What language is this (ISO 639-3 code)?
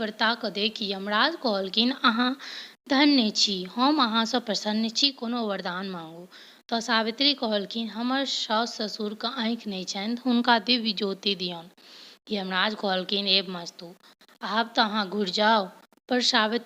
mai